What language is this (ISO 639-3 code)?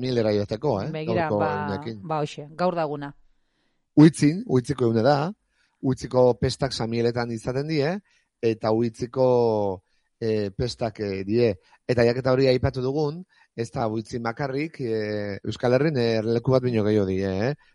eus